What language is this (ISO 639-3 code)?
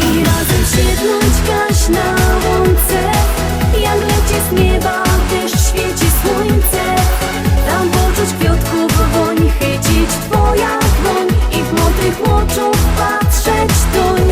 szl